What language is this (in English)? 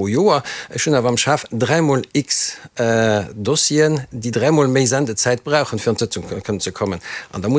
Luxembourgish